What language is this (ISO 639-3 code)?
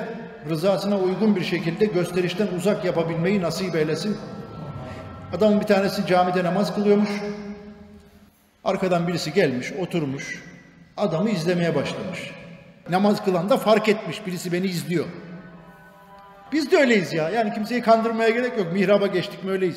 tur